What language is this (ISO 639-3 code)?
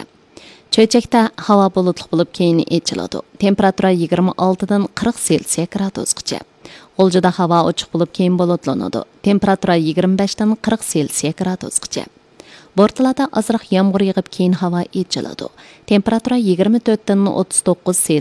uig